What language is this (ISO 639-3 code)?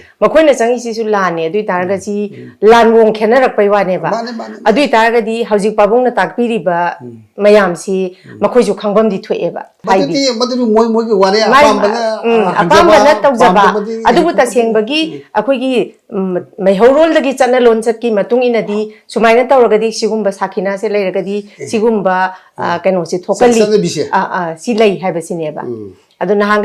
mni